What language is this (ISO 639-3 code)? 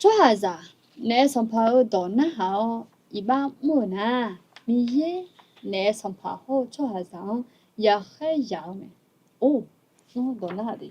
ahk